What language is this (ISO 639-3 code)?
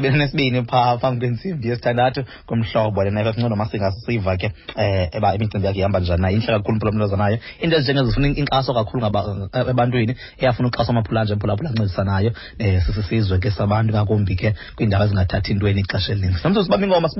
xho